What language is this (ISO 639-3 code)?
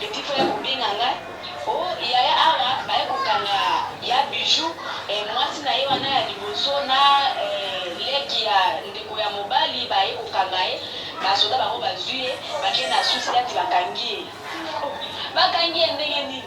lin